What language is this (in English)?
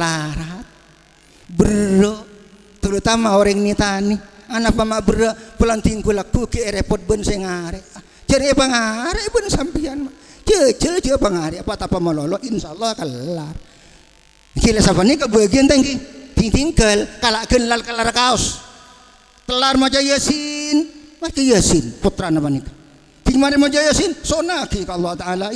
Madurese